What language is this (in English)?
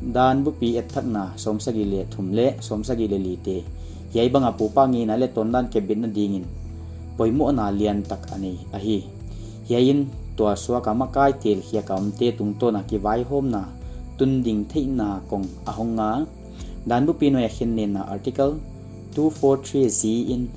Paite Chin